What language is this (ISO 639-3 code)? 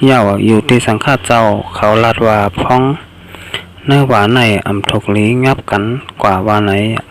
shn